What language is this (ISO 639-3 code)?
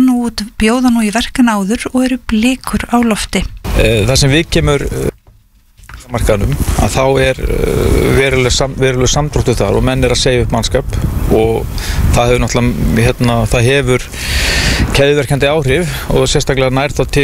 isl